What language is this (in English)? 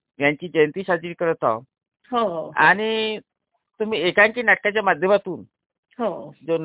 Marathi